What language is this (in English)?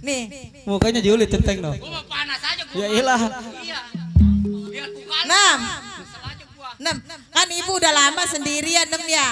Betawi